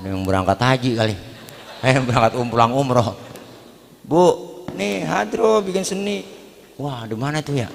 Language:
Betawi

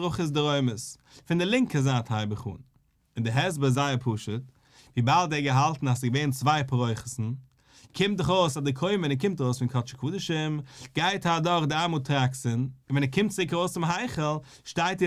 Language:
Yiddish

